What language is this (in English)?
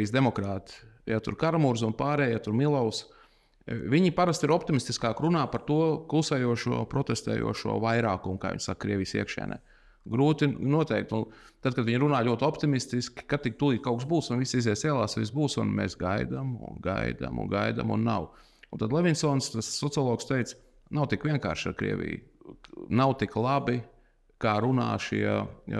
Latvian